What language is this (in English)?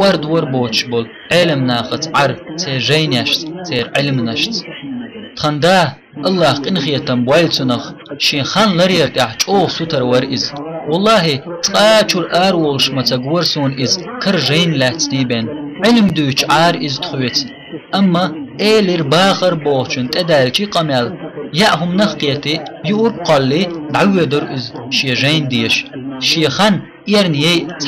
Chechen